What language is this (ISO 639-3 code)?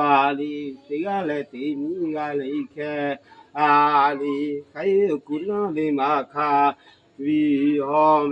lhu